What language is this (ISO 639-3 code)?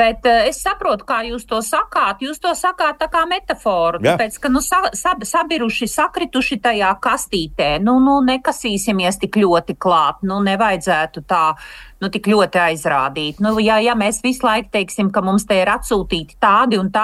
lav